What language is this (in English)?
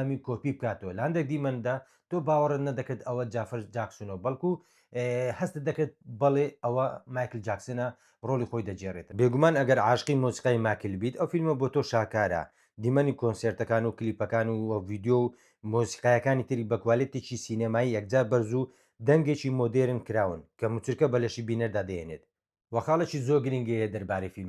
Central Kurdish